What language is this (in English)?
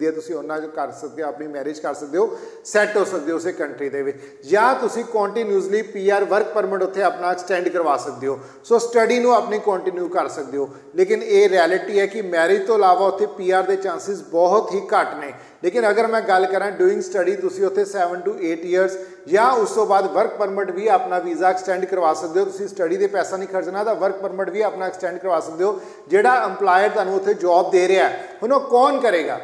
Punjabi